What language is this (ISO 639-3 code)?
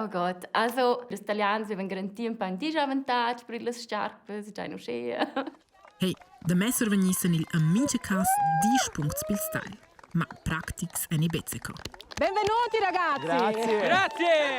roh